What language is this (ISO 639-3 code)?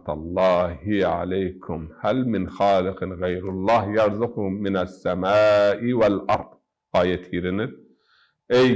zza